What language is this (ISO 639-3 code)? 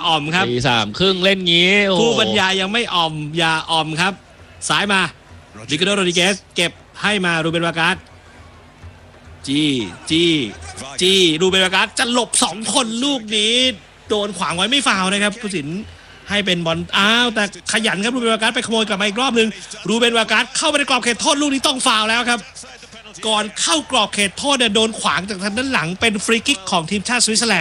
tha